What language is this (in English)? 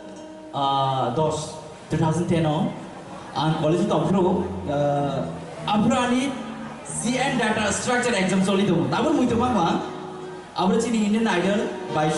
Kok Borok